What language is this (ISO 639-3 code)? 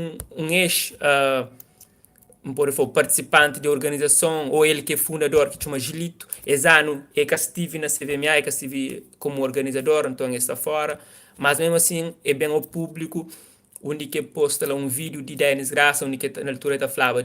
kea